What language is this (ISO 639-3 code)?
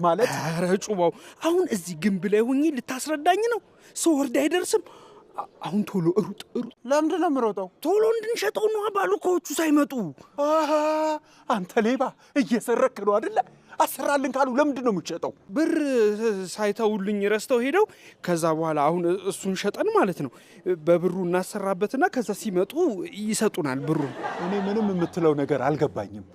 amh